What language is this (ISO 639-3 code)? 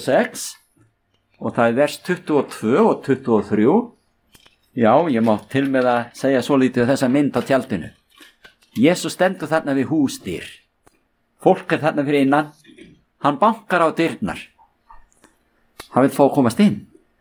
isl